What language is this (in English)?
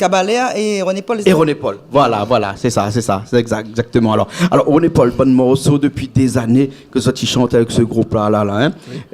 Réunion Creole French